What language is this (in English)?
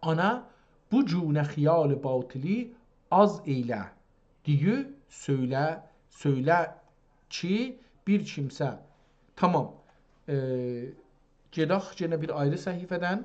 South Azerbaijani